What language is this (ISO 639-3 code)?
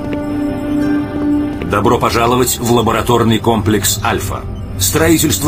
rus